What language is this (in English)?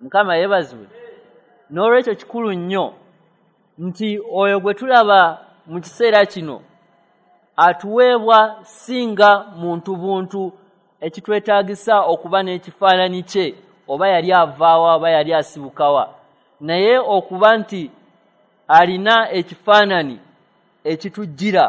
Ganda